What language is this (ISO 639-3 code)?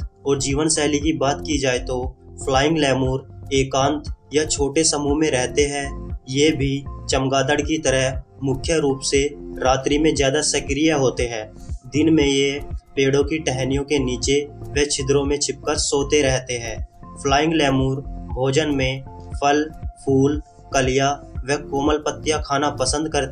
hin